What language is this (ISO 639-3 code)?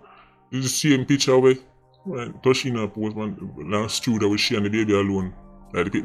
jam